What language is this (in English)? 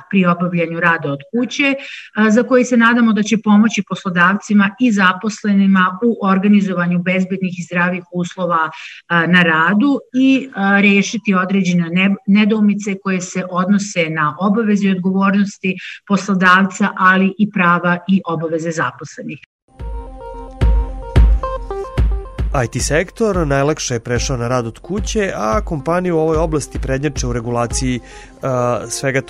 Serbian